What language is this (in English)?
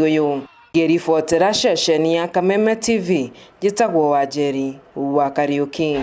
Kikuyu